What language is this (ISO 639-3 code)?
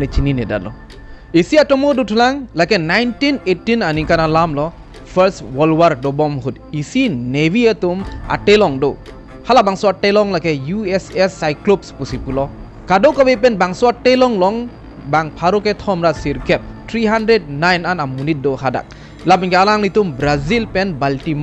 mjw